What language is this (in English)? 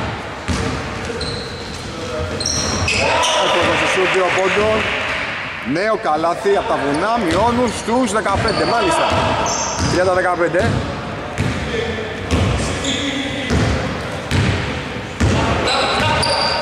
Greek